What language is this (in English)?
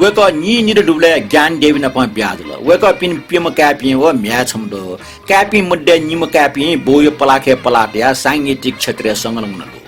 Newari